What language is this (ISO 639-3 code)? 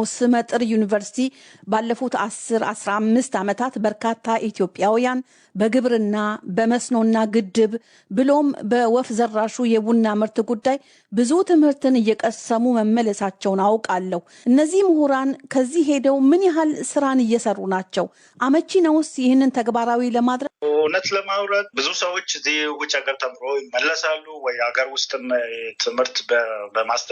amh